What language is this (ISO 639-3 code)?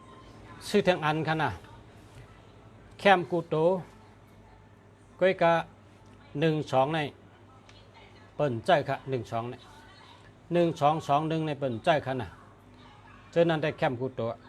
shn